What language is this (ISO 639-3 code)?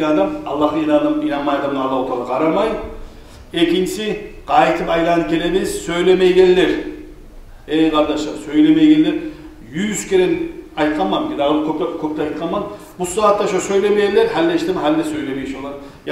kum